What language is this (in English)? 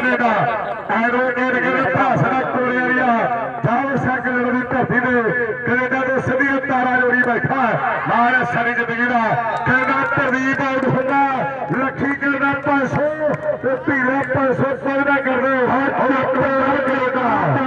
Punjabi